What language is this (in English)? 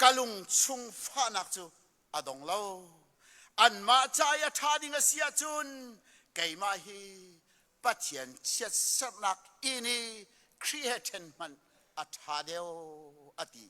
Hakha Chin